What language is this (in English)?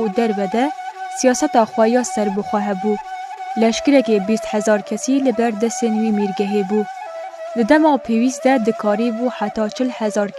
Kurdish